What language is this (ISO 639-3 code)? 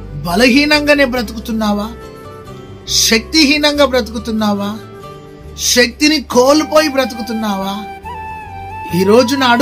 tel